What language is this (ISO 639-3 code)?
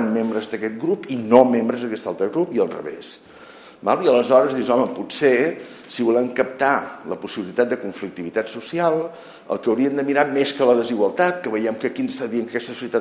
cat